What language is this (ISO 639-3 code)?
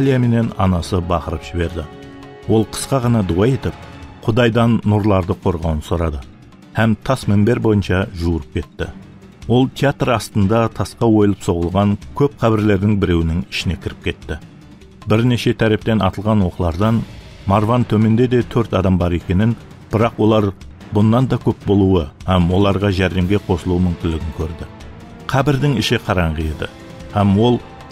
kaa